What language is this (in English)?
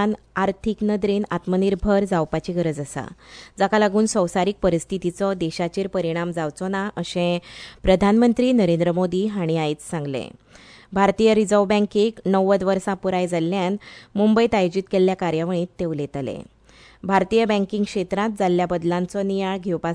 Konkani